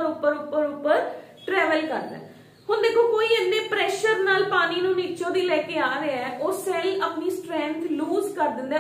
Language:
Punjabi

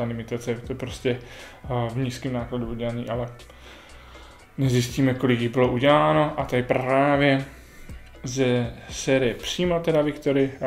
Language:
Czech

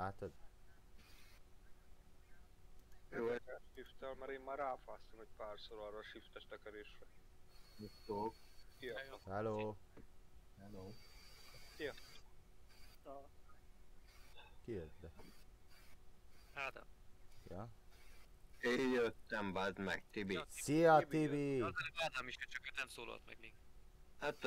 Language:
Hungarian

